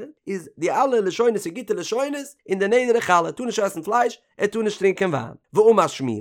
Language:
Yiddish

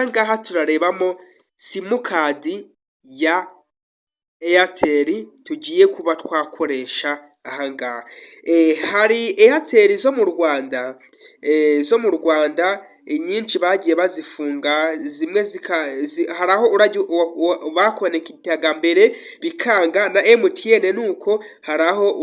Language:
Kinyarwanda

